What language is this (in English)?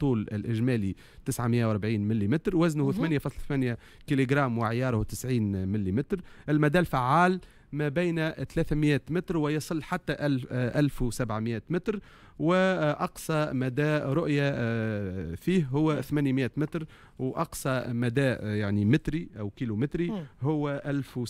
Tunisian Arabic